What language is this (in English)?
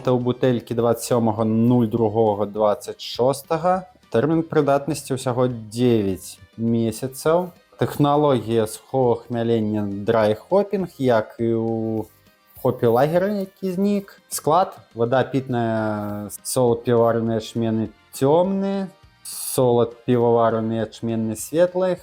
Belarusian